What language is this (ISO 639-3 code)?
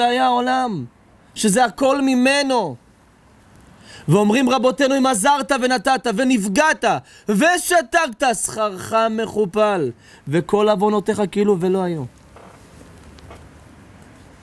heb